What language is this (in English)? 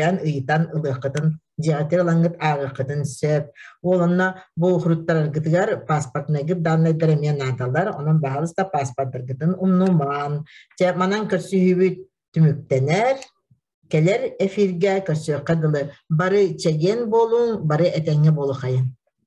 Yakut